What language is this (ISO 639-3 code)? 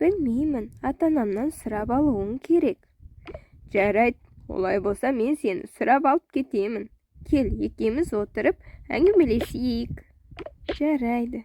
kaz